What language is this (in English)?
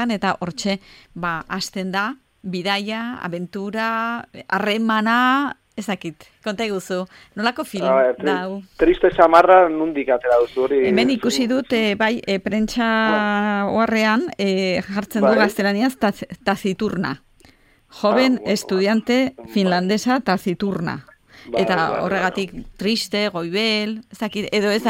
Basque